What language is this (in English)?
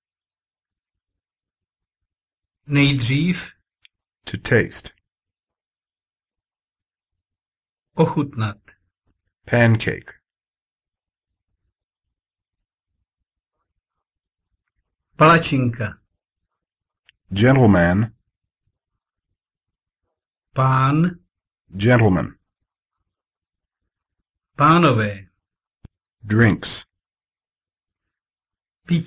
Czech